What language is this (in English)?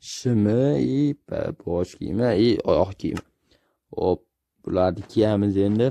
Uzbek